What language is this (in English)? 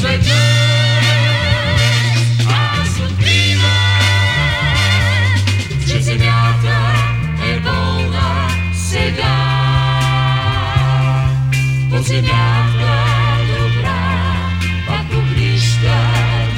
Bulgarian